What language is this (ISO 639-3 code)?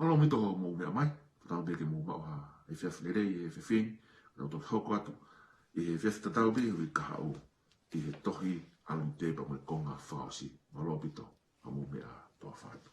ton